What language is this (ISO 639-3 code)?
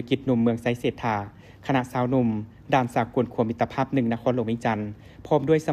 lao